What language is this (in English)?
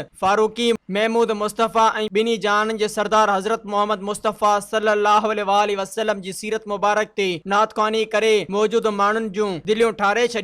Sindhi